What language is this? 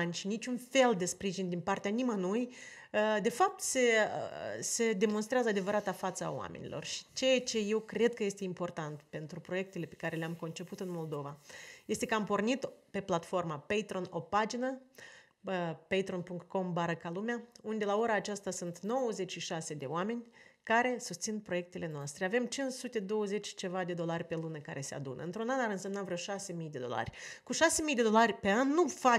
Romanian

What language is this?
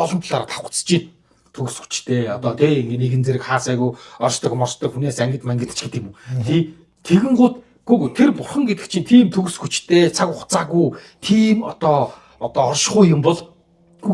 Mongolian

